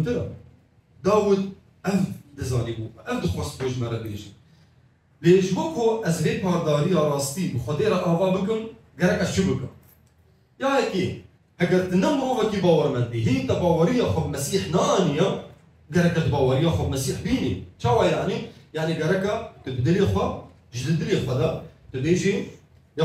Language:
Kurdish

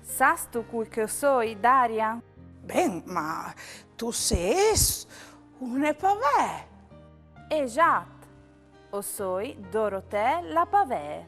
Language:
Friulian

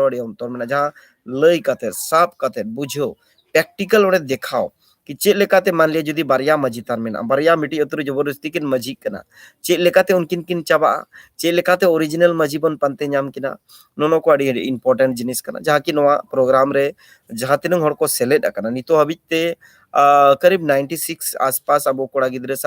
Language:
Santali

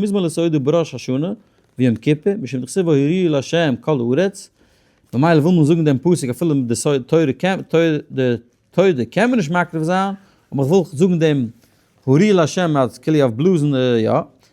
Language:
Yiddish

